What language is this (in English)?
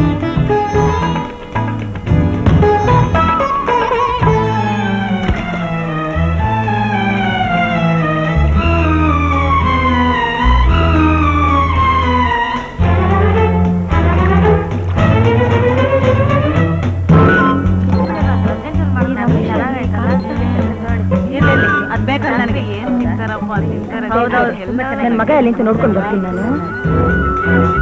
Kannada